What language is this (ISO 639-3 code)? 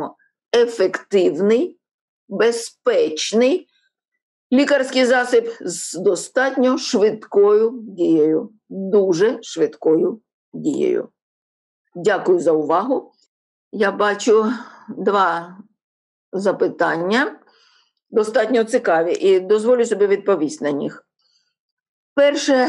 ukr